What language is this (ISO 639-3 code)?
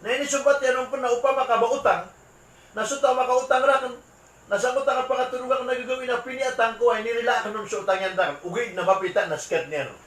mrw